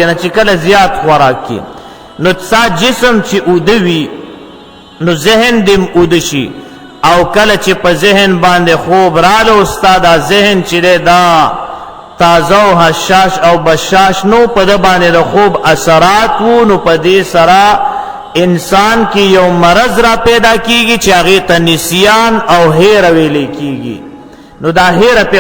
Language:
Pashto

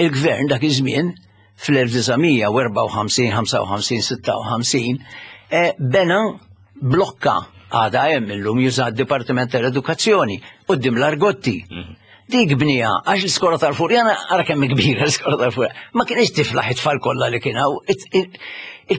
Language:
Maltese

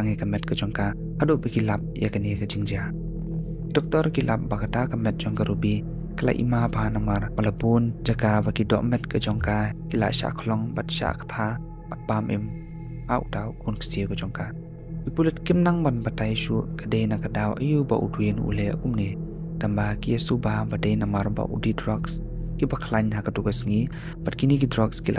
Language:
Khasi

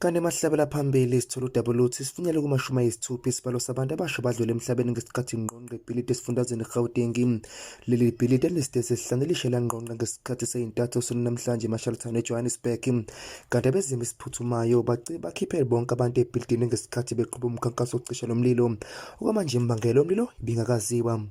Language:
Zulu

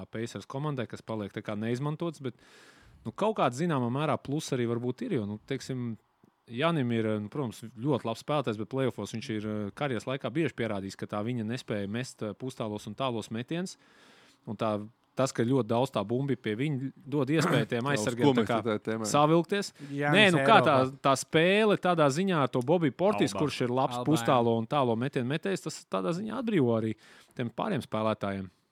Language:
Latvian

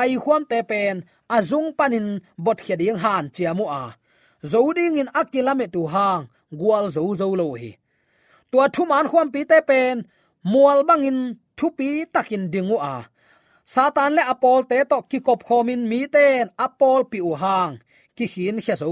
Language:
Tedim Chin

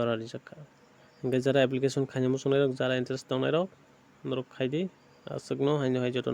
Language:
Kok Borok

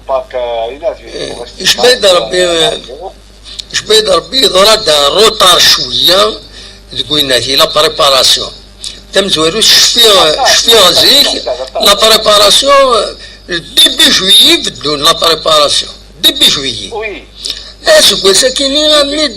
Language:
Kabyle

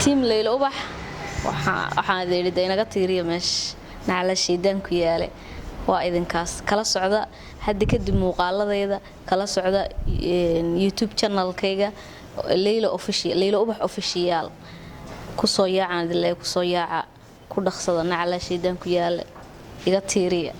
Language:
Somali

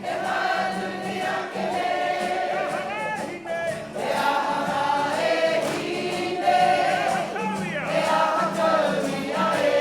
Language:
Māori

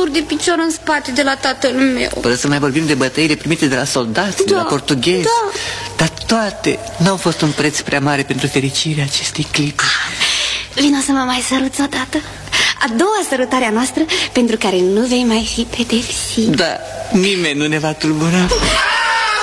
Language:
Romanian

